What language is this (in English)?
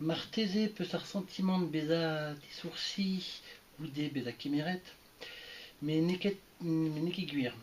Breton